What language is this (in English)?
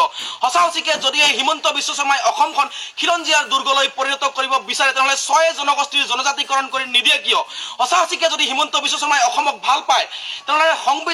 Assamese